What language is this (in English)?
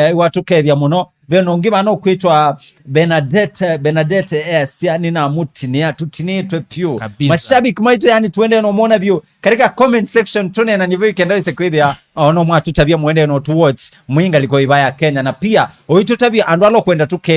Kamba